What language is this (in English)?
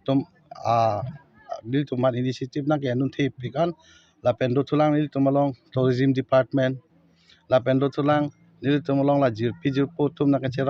Karbi